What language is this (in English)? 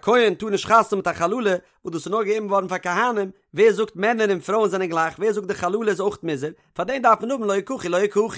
Yiddish